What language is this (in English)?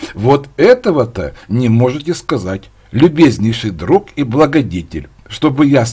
Russian